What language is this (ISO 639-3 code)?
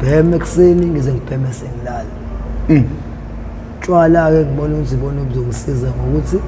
zul